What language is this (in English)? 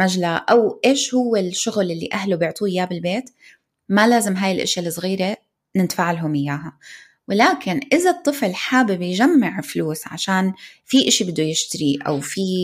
North Levantine Arabic